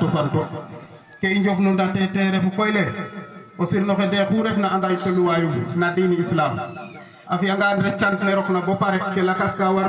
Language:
Wolof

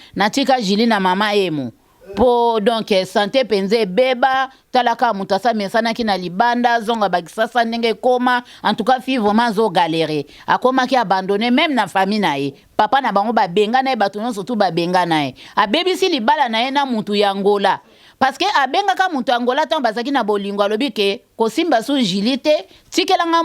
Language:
Lingala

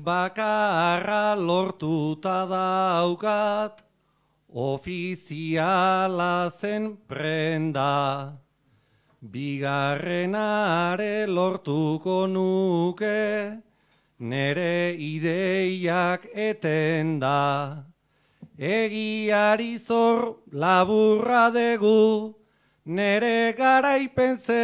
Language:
Basque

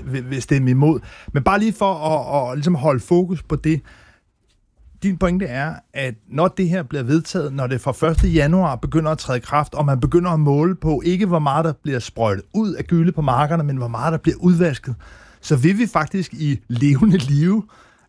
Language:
Danish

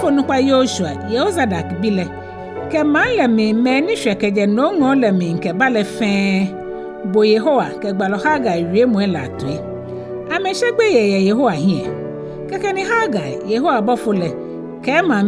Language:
Ga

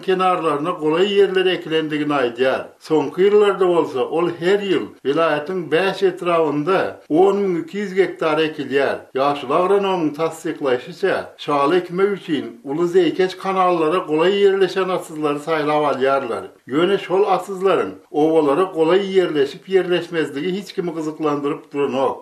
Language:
Turkmen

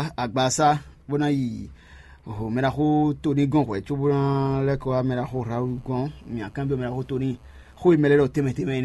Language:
Fon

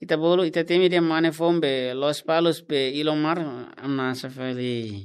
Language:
Tetum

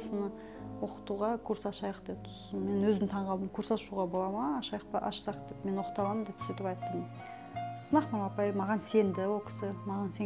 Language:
Kazakh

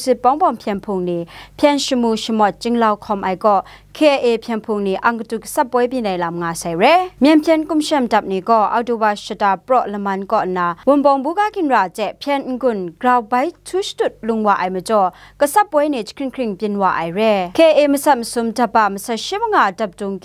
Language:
Kachin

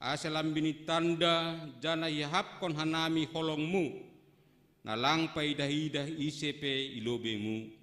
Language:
Batak Simalungun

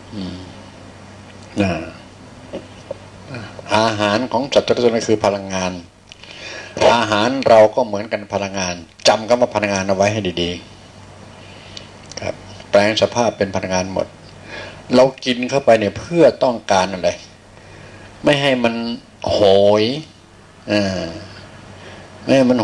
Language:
Thai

